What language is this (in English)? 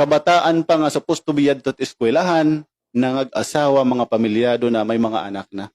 Waray